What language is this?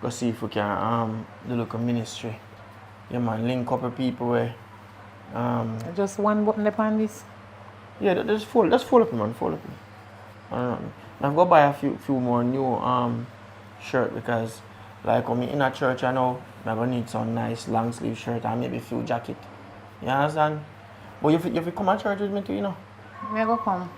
Jamaican Creole English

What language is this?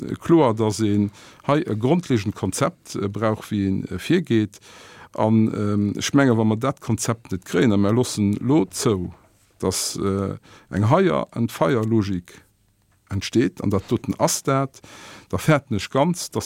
Luxembourgish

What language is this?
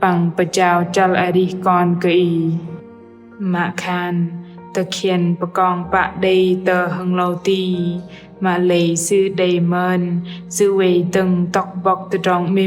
Bahnar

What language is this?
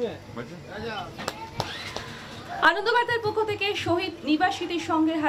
Bangla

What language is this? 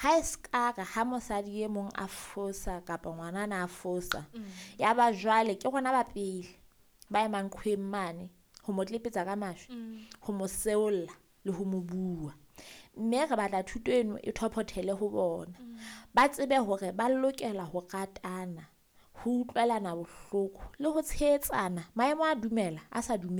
Southern Sotho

